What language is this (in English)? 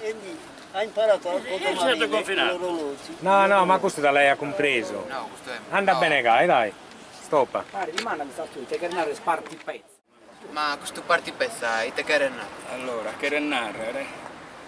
Sardinian